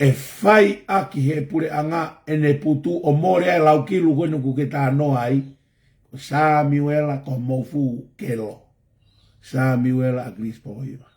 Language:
Tongan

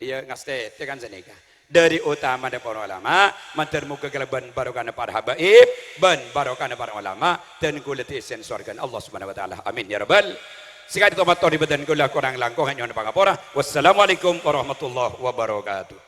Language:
Madurese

